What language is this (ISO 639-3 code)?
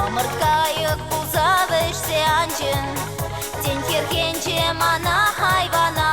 chv